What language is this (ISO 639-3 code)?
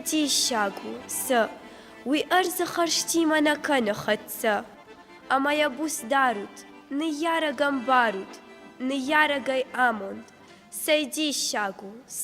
oss